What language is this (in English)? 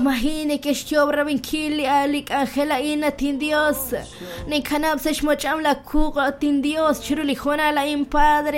Kekchí